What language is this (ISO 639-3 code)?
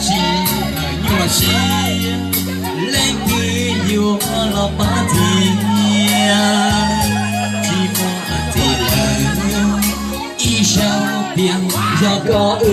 hmn